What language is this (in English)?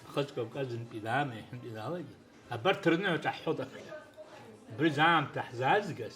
Abkhazian